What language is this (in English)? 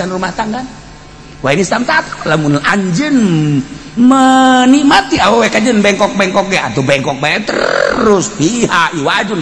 Sundanese